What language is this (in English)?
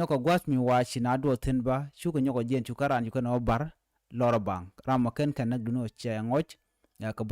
Nuer